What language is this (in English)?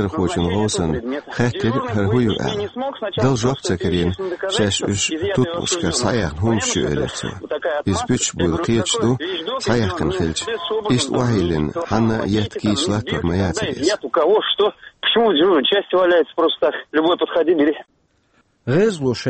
Chechen